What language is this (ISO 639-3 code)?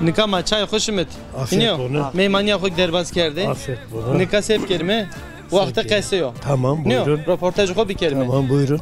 zza